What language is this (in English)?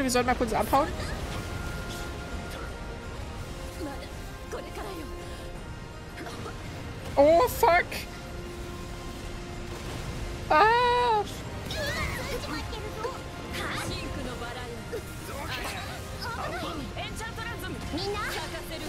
Japanese